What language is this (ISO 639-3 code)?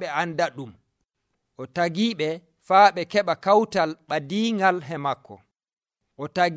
fuv